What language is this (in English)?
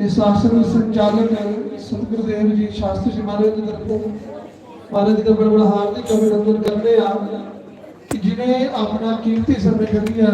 Dogri